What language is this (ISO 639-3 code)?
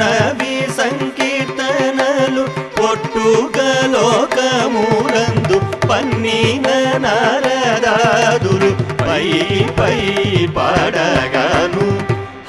tel